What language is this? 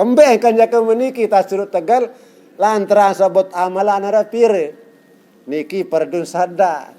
Sasak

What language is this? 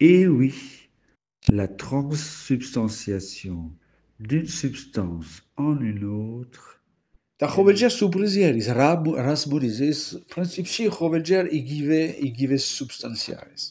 Georgian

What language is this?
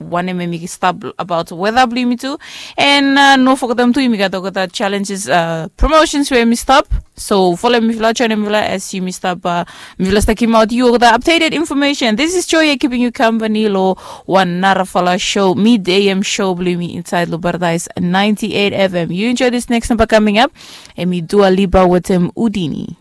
Bislama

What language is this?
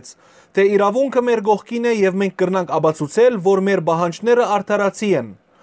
Western Armenian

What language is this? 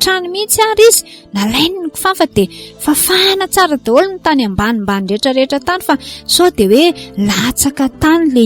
Malagasy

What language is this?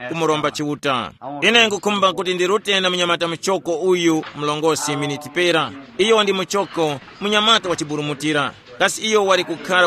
Tumbuka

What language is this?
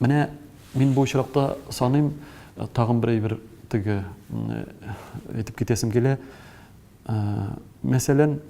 Tatar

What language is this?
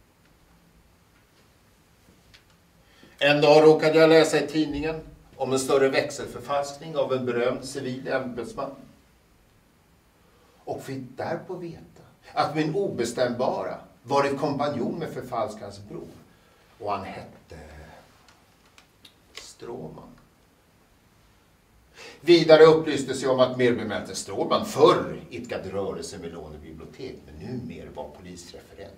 Swedish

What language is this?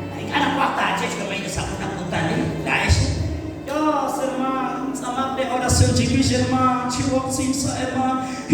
Kekchí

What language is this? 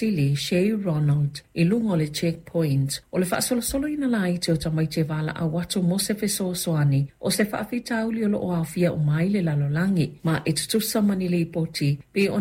Samoan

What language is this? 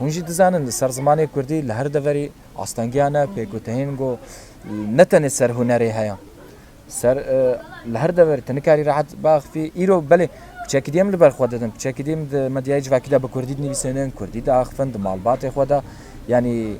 Kurdish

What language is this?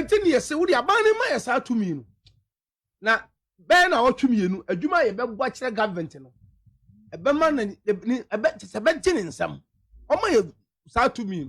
Akan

